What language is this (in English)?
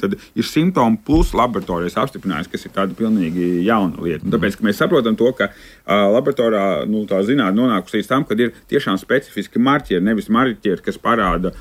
Latvian